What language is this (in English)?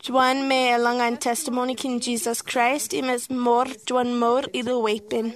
Marshallese